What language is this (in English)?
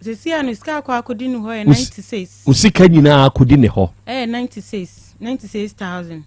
Akan